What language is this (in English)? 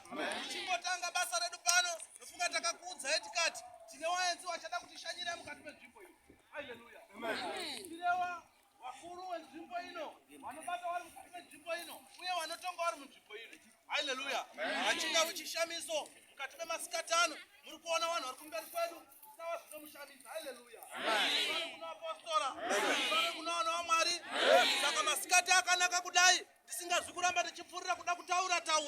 Shona